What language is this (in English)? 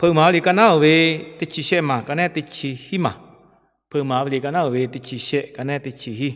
Lahu